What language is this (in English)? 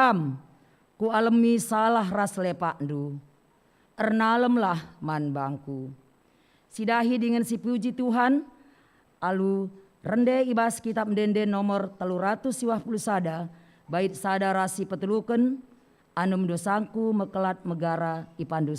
Batak Karo